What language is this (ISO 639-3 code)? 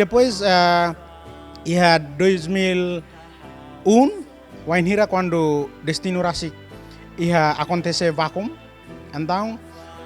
tet